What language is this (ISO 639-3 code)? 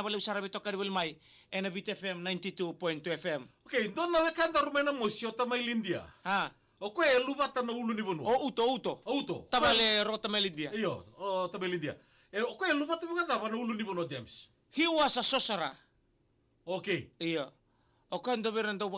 fij